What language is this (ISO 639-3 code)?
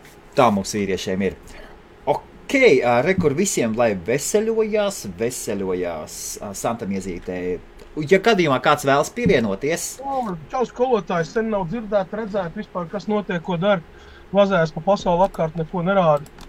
lav